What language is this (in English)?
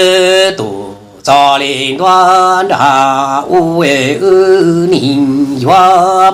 Hmong